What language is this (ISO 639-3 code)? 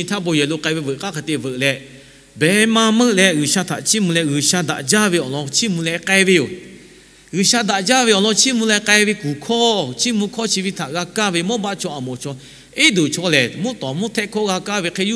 lhu